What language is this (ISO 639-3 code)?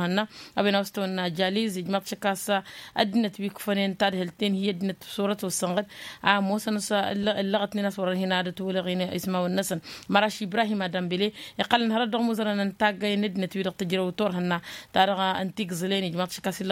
taq